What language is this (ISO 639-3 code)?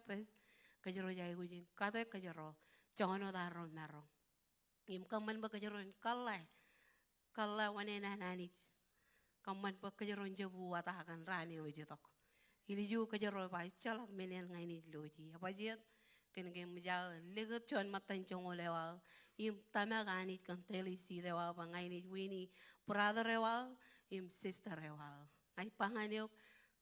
mah